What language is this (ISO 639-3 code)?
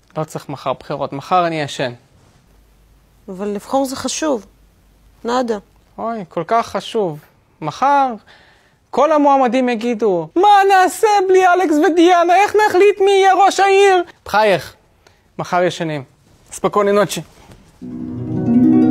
heb